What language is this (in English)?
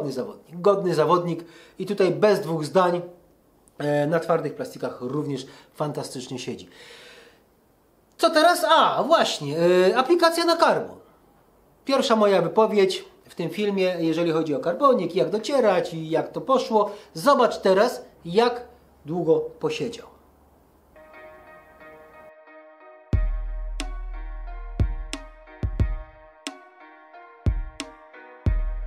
Polish